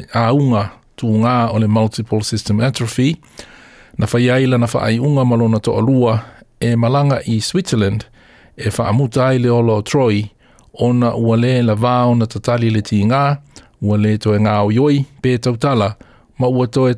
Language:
Samoan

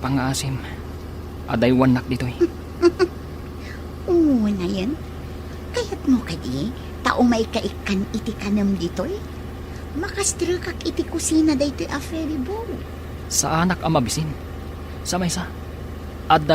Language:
Iloko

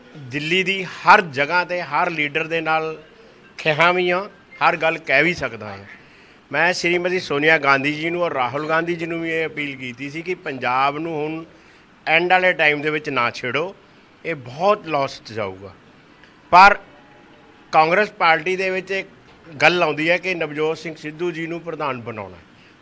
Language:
Punjabi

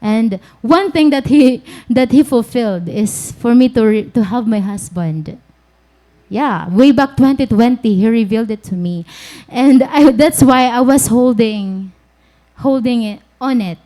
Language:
Waray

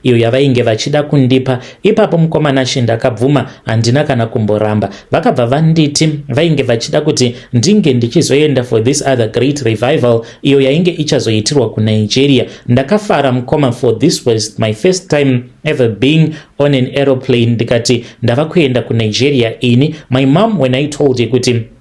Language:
Shona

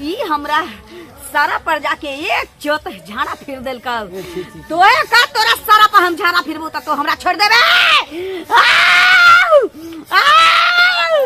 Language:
Maithili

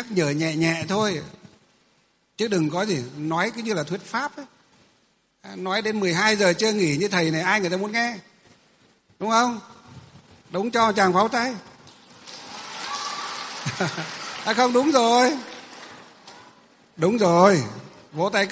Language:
Vietnamese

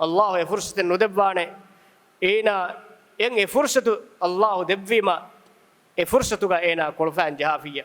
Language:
Divehi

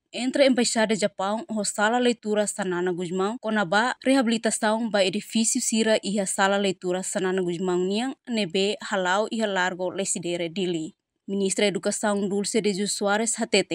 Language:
Tetum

